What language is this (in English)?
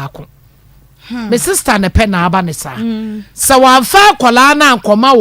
Akan